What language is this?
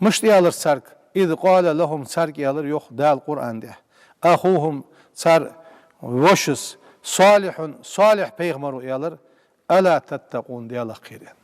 Ingush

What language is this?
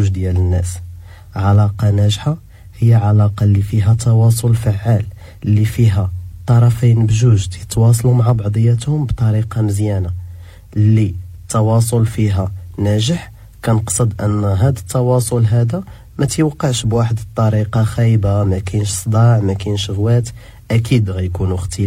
Moroccan Arabic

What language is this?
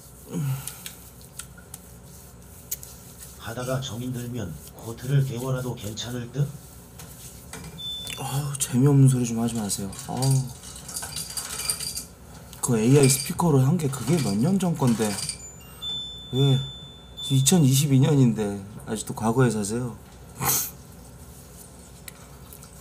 Korean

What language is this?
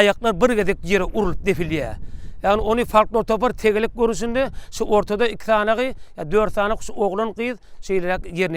Turkmen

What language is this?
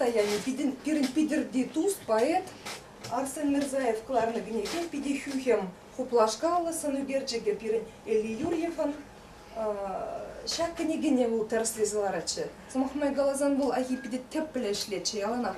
Chuvash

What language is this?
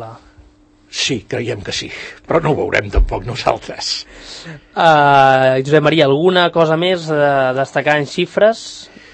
Catalan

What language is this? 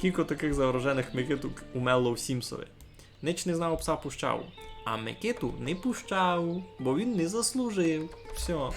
Rusyn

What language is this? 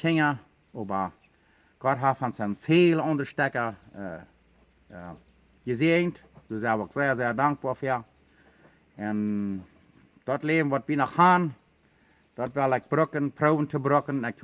Plautdietsch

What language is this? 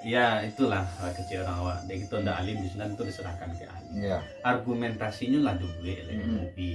Minangkabau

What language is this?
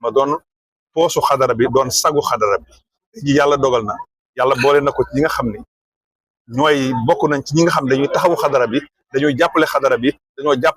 Wolof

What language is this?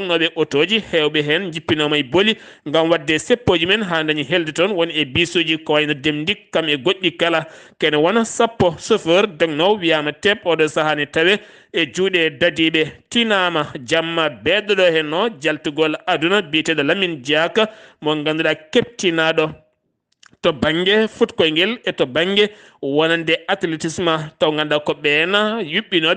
Fula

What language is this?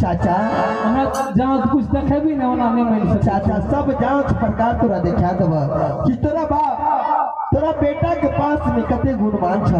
Maithili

